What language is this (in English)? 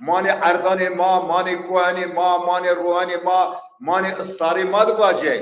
Zaza